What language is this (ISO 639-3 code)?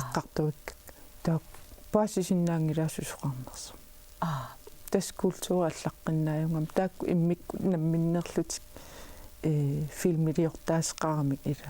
kal